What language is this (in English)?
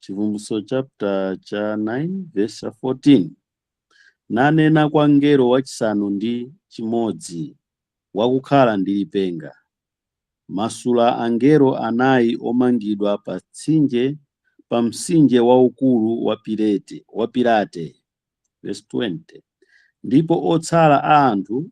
Nyanja